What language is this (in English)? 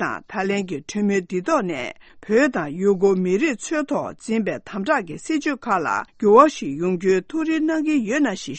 Tibetan